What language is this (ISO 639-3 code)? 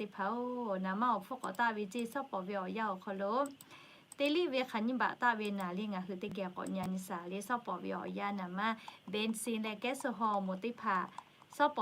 lhu